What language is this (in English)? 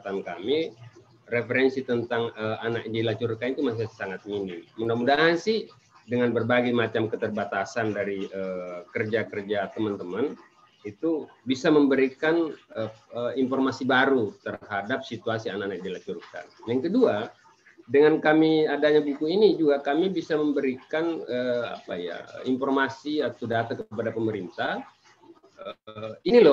Indonesian